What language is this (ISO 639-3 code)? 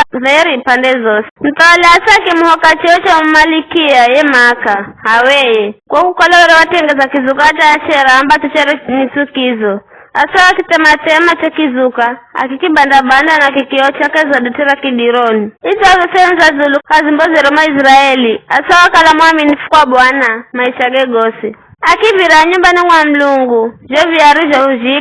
nyf